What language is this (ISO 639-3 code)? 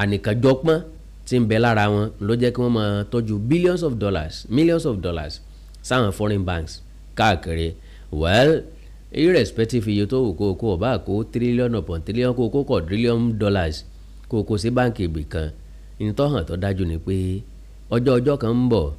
yor